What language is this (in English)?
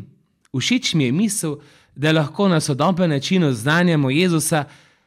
Slovenian